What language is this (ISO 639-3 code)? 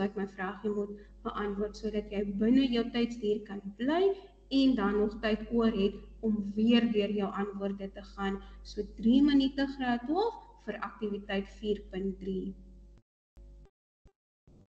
afr